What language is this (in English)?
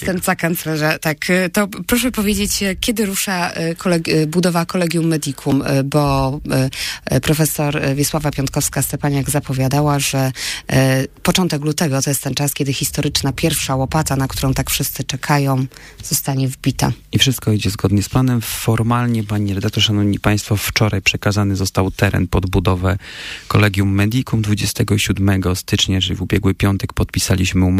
Polish